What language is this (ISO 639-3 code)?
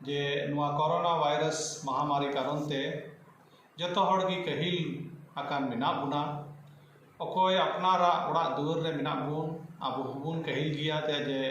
sat